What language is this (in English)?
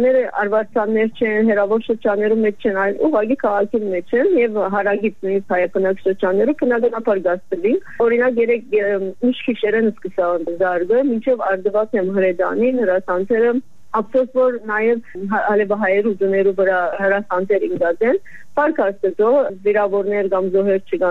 Armenian